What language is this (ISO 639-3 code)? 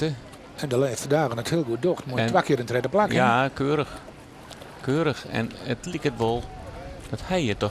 fry